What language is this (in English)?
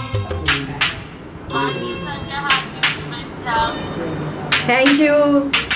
Marathi